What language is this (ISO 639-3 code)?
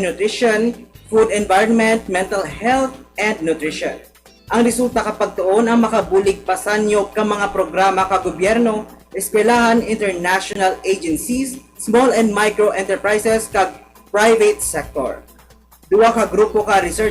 hil